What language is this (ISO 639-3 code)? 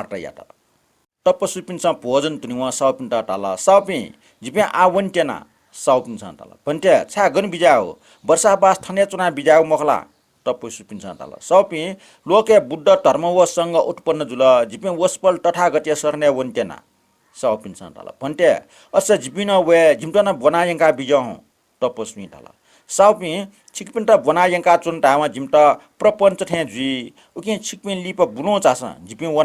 new